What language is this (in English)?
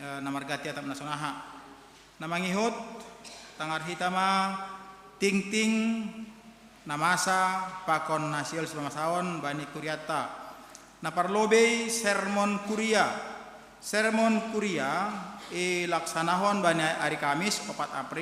Batak Simalungun